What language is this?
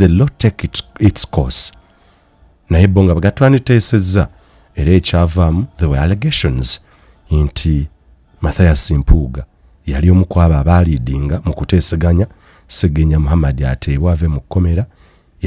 Ganda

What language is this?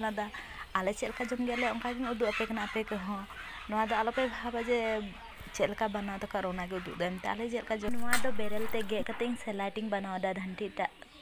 Santali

